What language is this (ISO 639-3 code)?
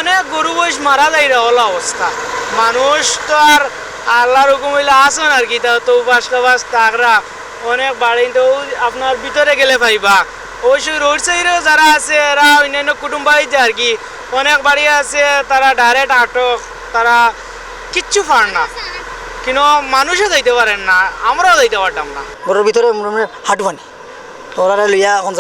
syl